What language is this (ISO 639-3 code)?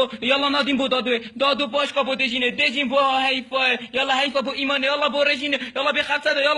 kur